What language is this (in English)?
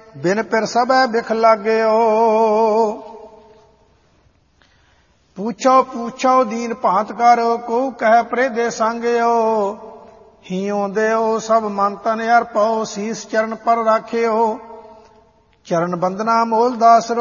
Punjabi